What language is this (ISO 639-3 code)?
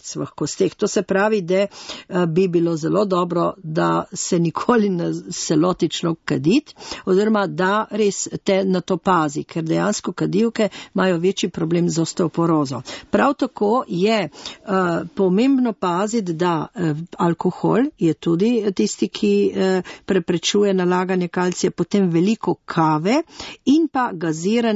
slv